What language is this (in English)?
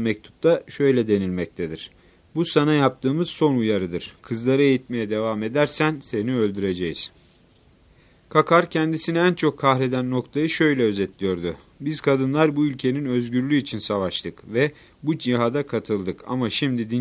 Turkish